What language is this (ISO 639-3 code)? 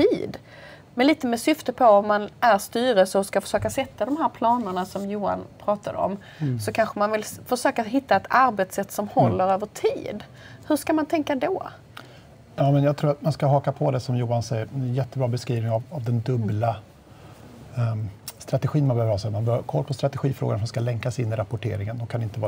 swe